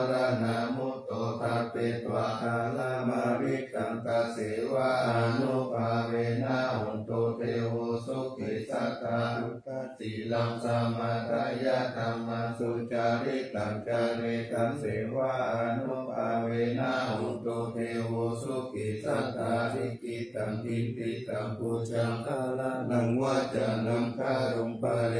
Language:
Pali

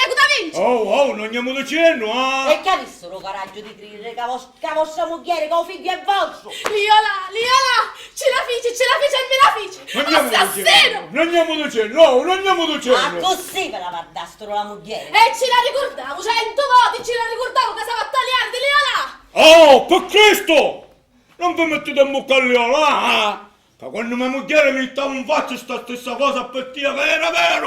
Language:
Sicilian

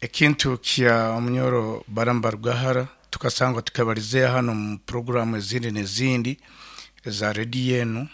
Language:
Nyoro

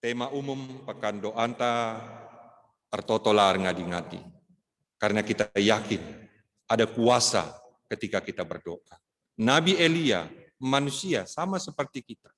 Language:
Batak Karo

